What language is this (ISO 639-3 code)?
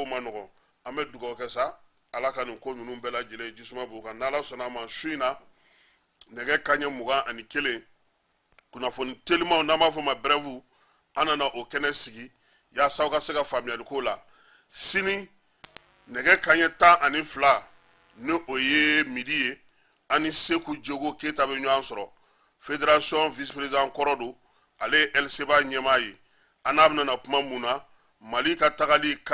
bam